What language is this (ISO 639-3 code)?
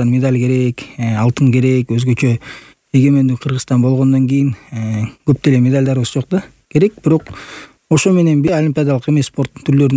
kir